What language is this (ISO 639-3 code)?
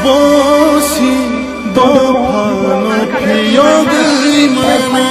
trp